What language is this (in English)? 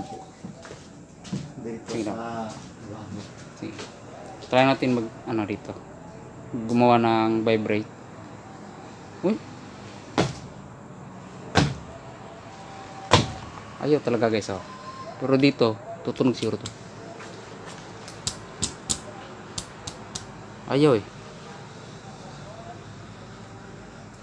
Filipino